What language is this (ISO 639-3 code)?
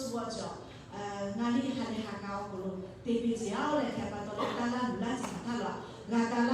lhu